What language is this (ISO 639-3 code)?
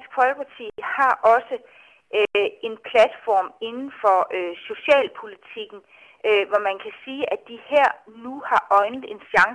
dan